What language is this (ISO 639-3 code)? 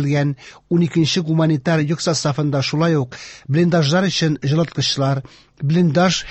tat